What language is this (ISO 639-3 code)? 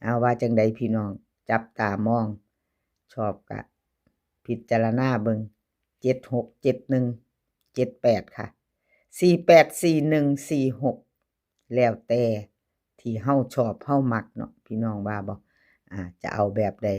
tts